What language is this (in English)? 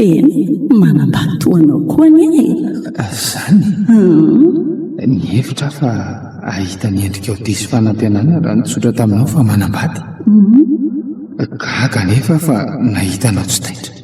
Malagasy